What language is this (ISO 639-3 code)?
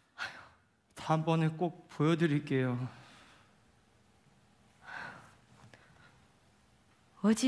kor